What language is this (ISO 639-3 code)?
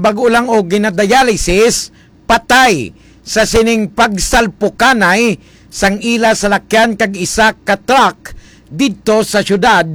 hil